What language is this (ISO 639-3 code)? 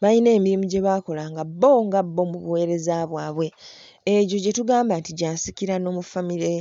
lug